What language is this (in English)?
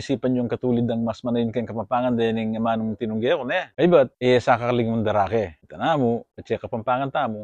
Pampanga